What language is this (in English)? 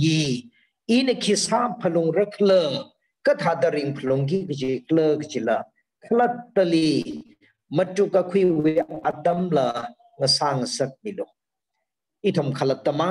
Tangkhul Naga (India)